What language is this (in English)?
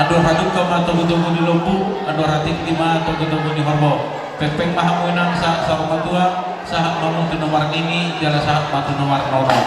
Batak Toba